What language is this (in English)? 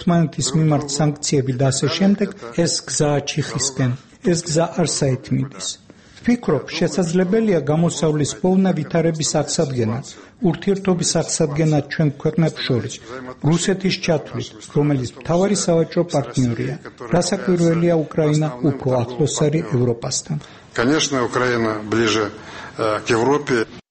Georgian